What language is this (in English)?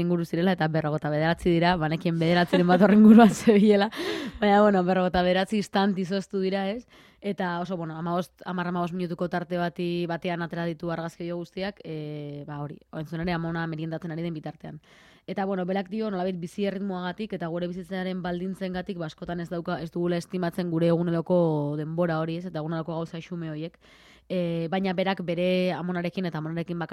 Basque